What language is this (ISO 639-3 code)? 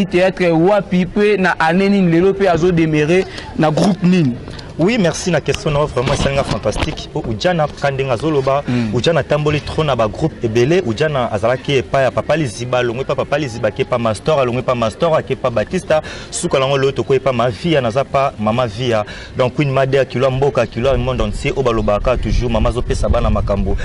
lin